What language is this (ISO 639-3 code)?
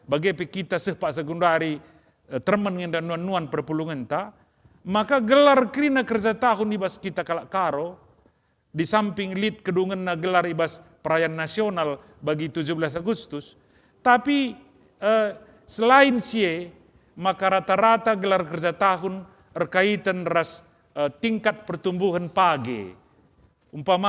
btx